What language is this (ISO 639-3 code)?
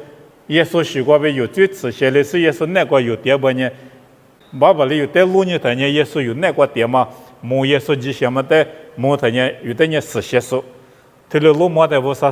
lis